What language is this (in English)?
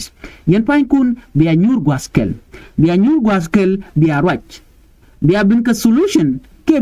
Nuer